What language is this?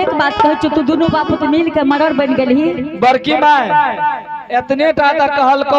Angika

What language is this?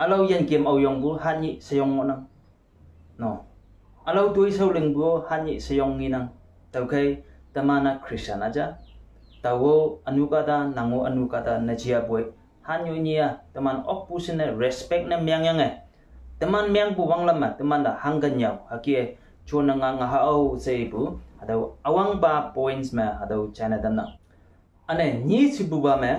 Konyak Naga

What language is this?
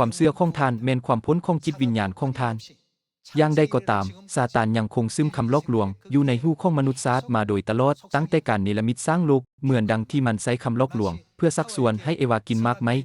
Lao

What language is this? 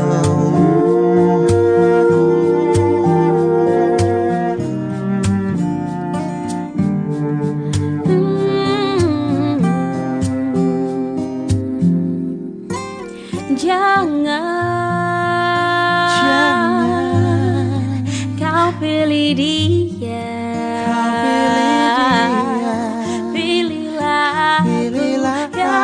Indonesian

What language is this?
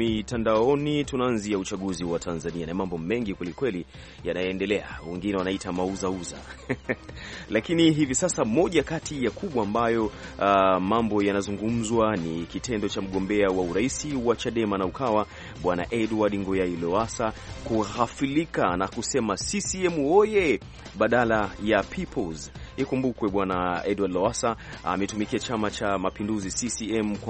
Swahili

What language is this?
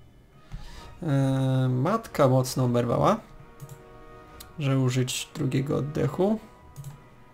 Polish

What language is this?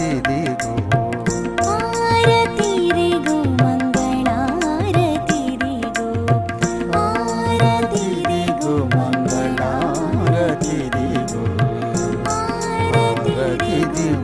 Telugu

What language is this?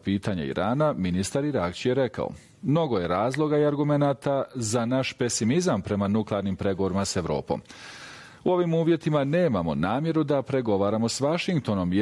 Bosnian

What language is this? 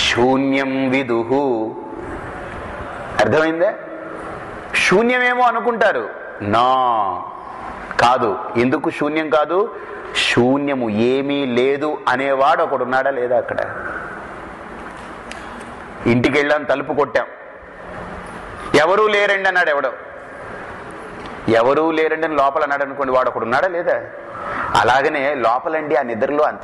Telugu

